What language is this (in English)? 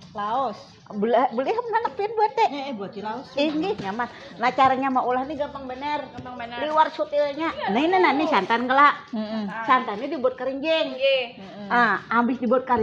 Banjar